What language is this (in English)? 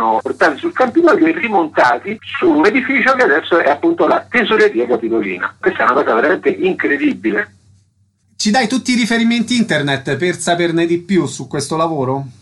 Italian